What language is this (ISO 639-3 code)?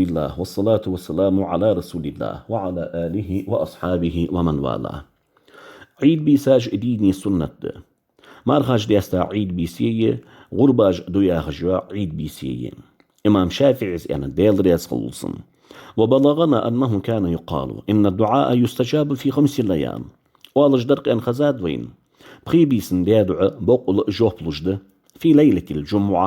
inh